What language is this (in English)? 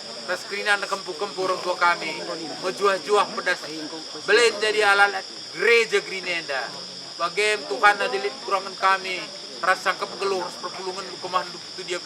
Batak Karo